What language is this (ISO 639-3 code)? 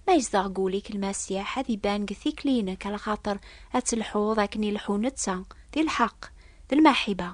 kab